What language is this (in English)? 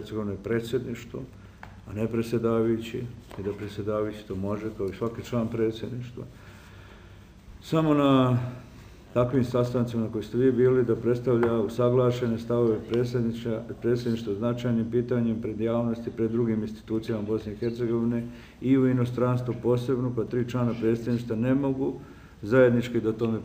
Bosnian